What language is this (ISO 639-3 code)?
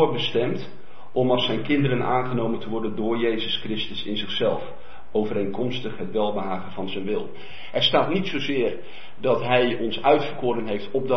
nld